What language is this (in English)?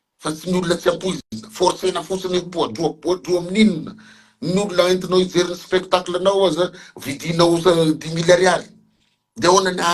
Malagasy